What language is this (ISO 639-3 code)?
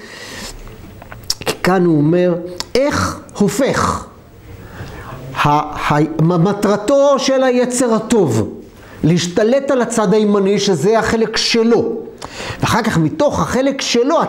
heb